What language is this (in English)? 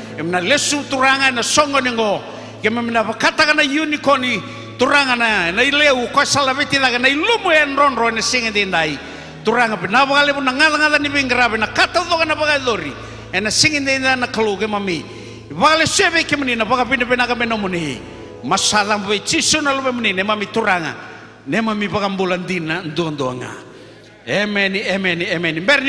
Fijian